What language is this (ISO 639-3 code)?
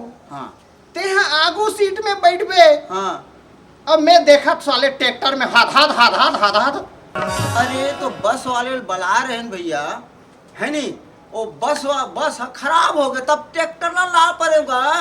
hne